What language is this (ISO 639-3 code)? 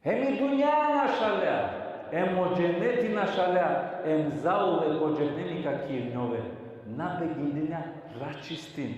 rmn